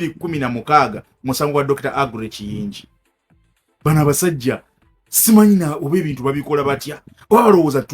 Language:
Ganda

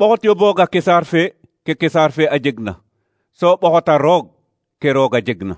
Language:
Serer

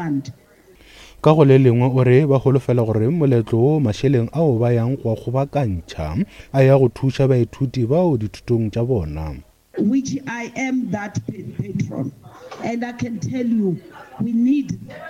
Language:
Northern Sotho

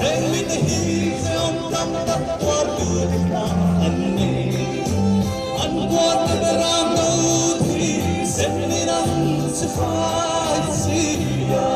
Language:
Hmar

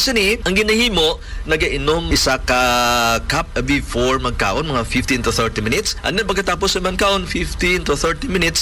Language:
Hiligaynon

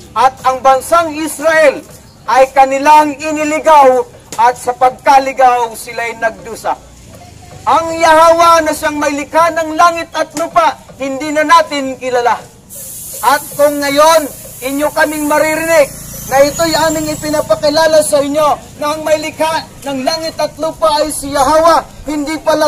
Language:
Filipino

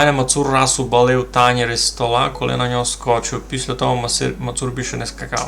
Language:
Rusyn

